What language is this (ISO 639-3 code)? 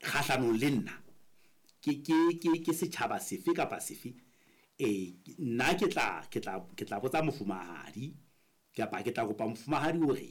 sot